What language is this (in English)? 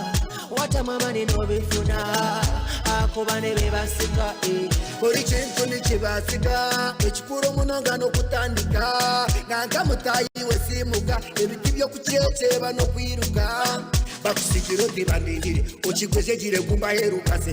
Nyankole